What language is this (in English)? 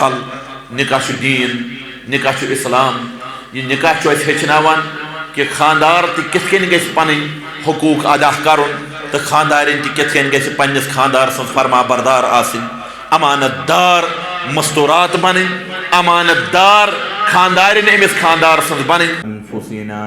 Kashmiri